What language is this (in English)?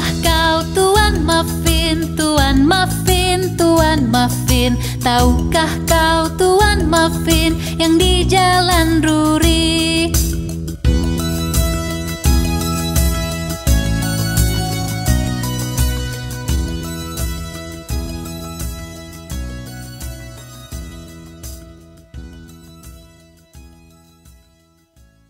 Indonesian